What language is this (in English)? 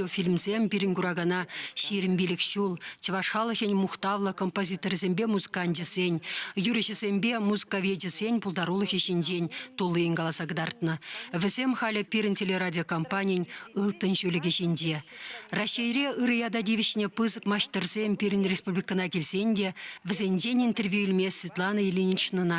Chuvash